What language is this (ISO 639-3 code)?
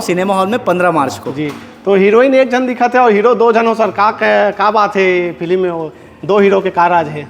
hne